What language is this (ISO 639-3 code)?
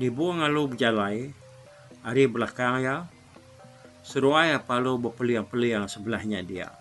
iba